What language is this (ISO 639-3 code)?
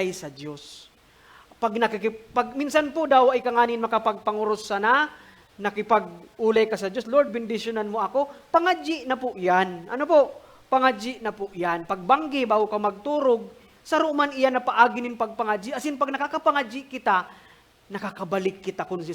bik